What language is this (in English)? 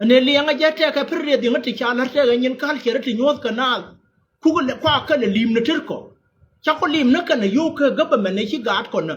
Nuer